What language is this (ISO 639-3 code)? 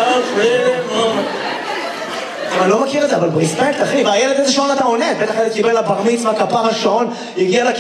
heb